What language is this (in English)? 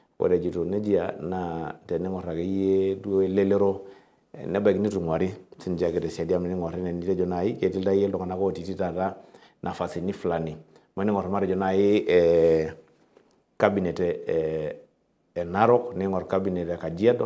Masai